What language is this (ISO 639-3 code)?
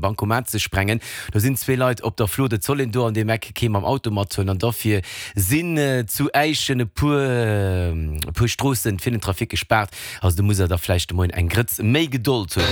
ltz